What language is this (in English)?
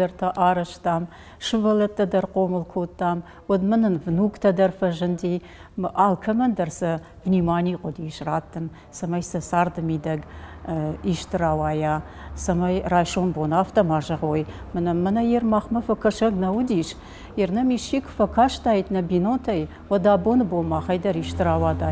Ossetic